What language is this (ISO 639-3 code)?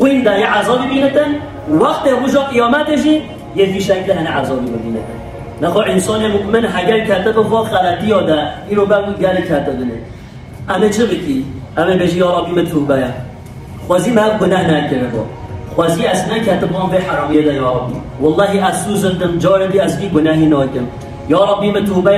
kur